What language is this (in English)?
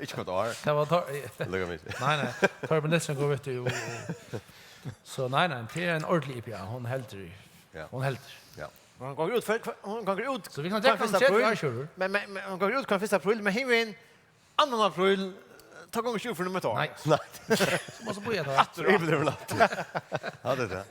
Faroese